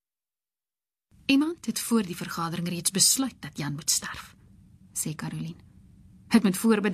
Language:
Afrikaans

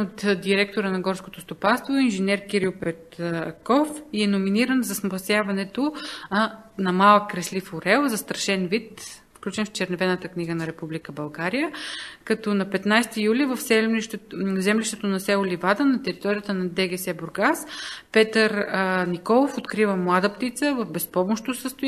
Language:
Bulgarian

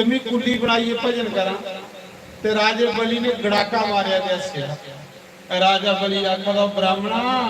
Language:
Dogri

